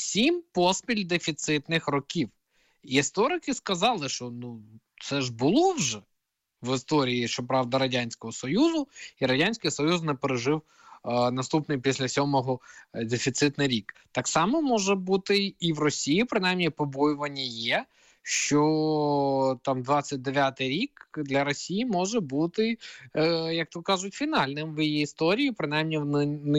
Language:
Ukrainian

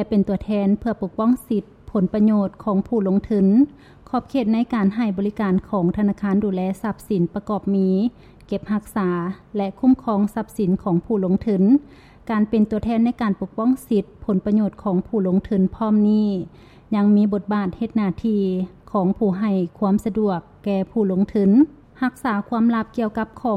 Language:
Lao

